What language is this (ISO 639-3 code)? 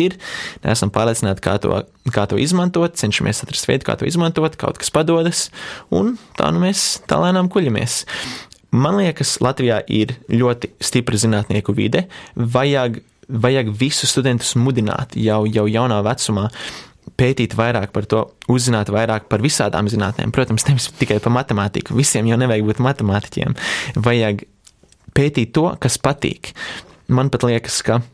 lav